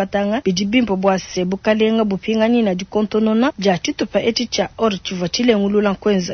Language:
Luba-Lulua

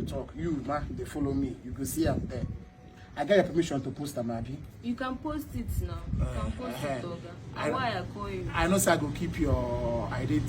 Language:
Nigerian Pidgin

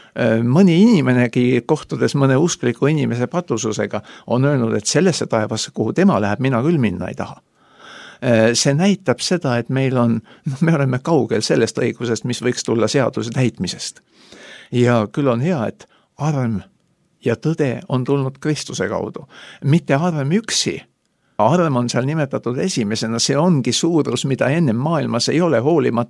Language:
Estonian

